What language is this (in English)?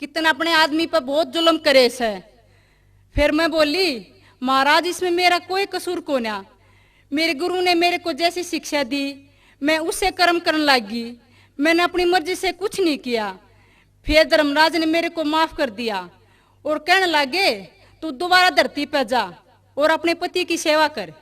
Haryanvi